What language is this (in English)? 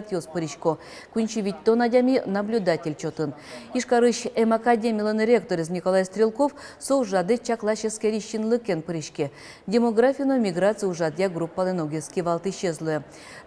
Udmurt